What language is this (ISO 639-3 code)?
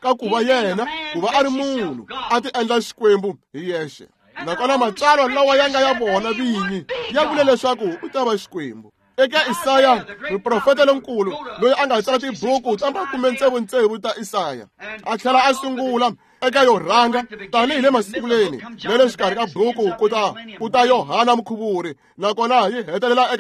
tso